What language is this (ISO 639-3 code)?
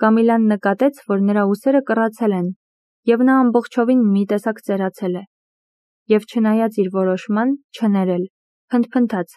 hye